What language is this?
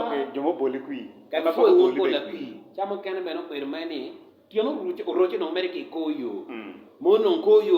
Acoli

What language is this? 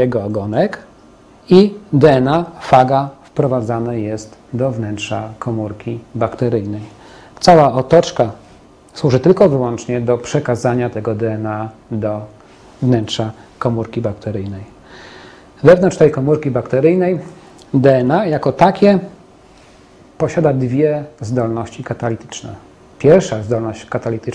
Polish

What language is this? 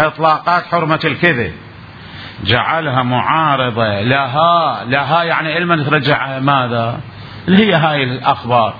Mesopotamian Arabic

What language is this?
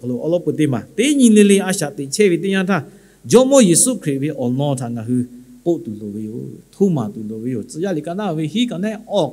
Lahu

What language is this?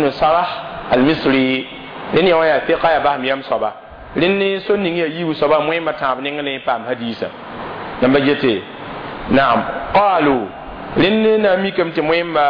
Mossi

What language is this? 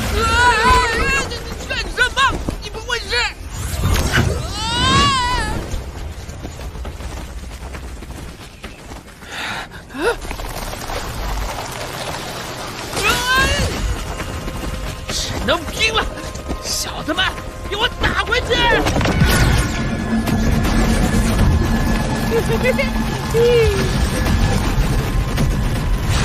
Chinese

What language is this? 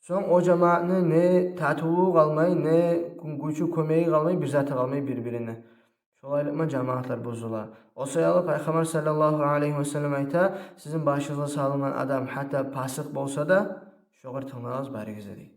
Kumyk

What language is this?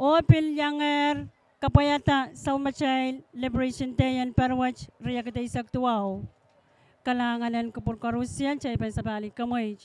Pohnpeian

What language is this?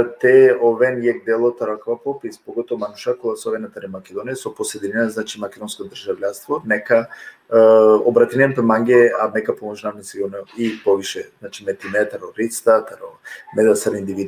Balkan Romani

